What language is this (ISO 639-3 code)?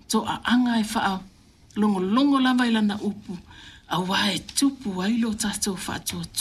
smo